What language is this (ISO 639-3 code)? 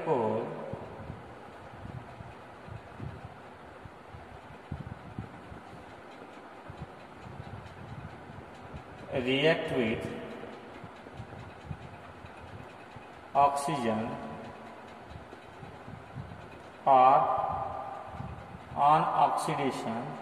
mar